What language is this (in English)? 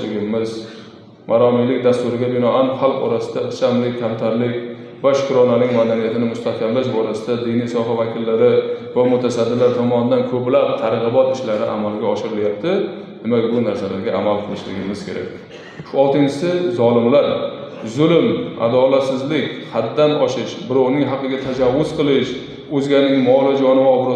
Uzbek